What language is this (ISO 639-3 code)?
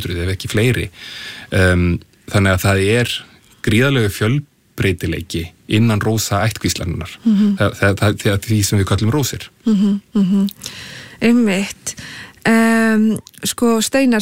isl